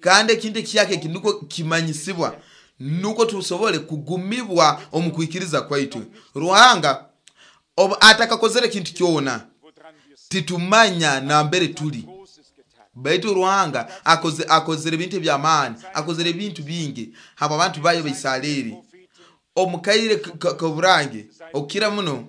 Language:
Nyoro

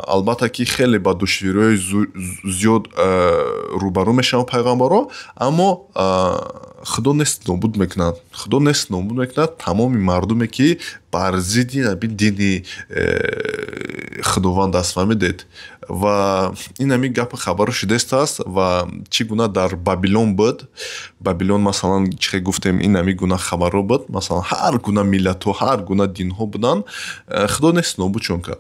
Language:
Tajik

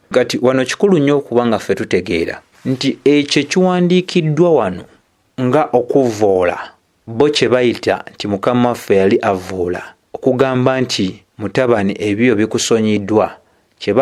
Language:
Ganda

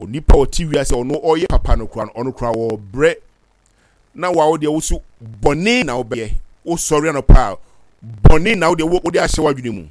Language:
Akan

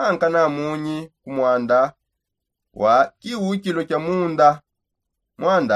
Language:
Songe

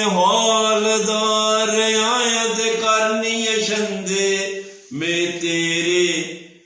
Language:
Dogri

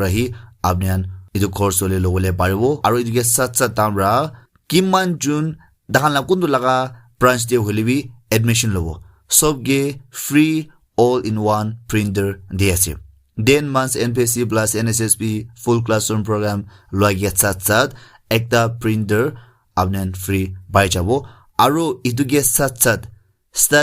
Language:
Naga Pidgin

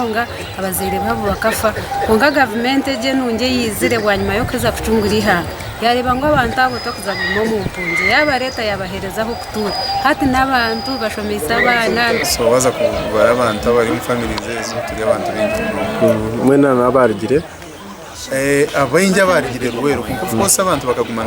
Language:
Nyankole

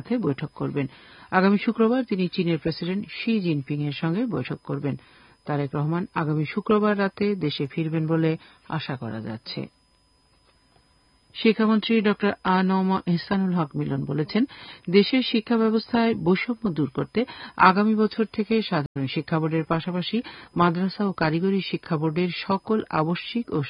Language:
Bangla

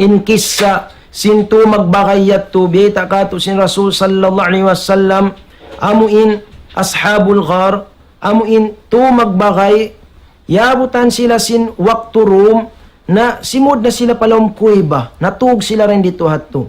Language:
Tausug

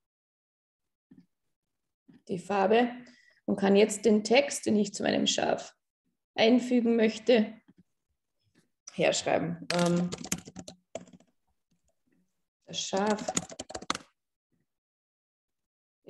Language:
German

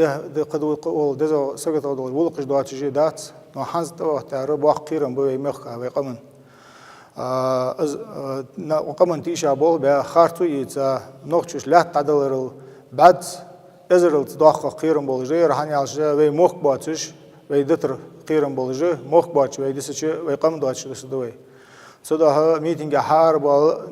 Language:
Ingush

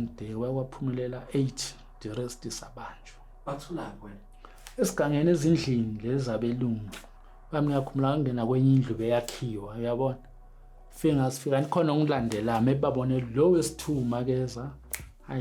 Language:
Zulu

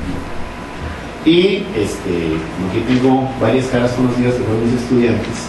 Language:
Spanish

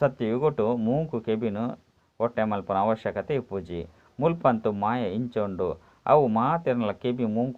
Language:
Tulu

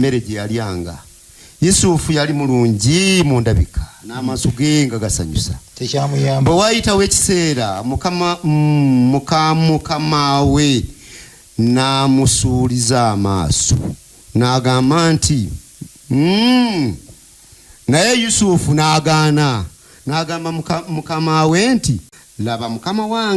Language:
Ganda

